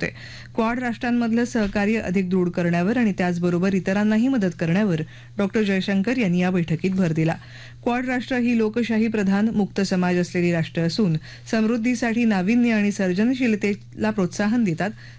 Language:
Marathi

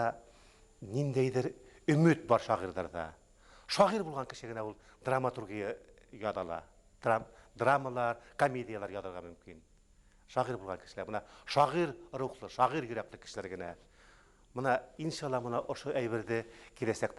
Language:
Bashkir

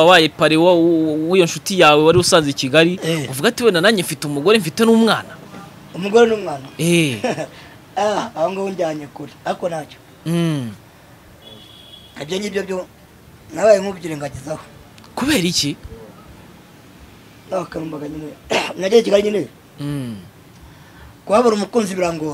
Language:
Kinyarwanda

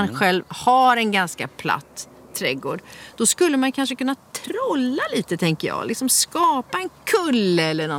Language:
Swedish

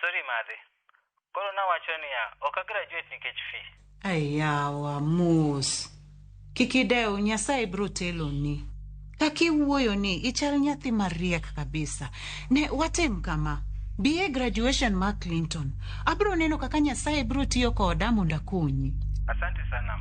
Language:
Luo (Kenya and Tanzania)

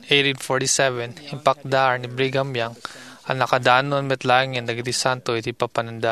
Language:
Iloko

